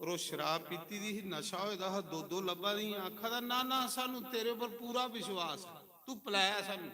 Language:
Dogri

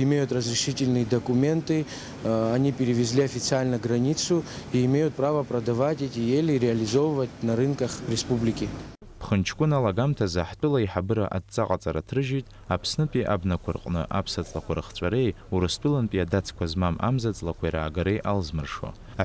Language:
Abkhazian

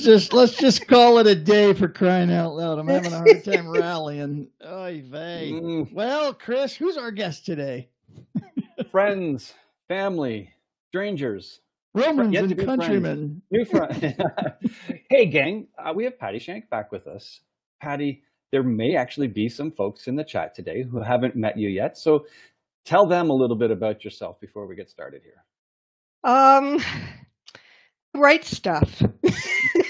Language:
English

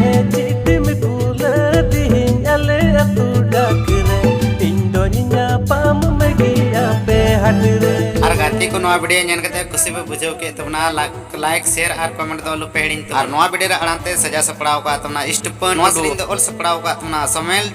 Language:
Santali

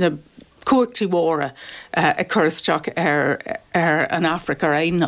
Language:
Irish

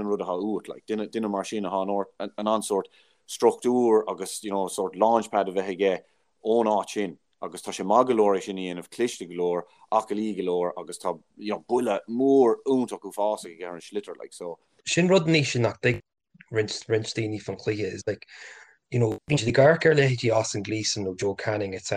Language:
Irish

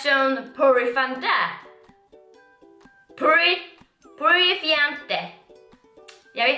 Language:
Swedish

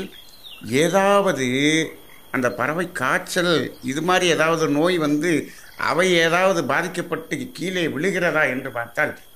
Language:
Tamil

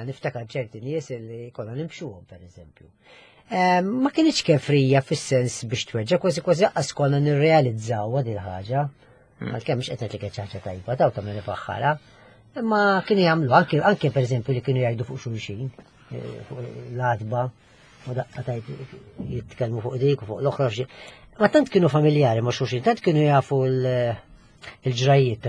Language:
Maltese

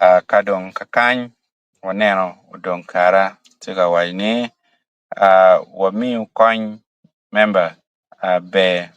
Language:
Acoli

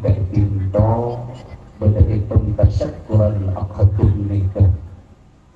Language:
Madurese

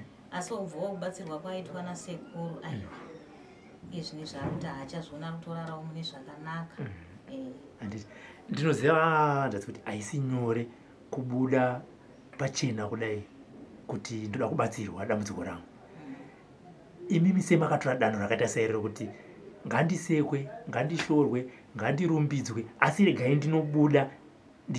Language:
Shona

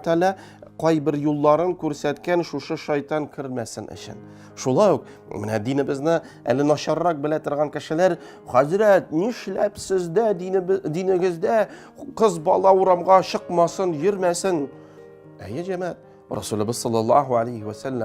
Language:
Tatar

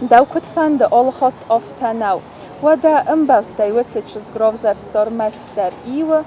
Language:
Ossetic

